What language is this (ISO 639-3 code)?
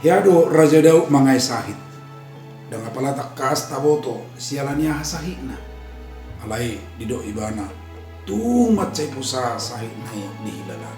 bbc